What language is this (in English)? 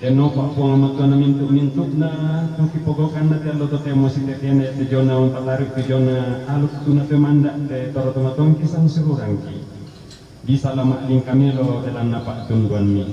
Toraja-Sa'dan